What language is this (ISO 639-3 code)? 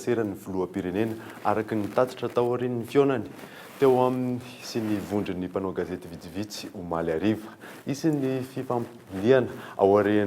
mlg